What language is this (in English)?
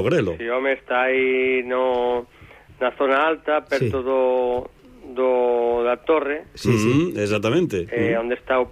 Galician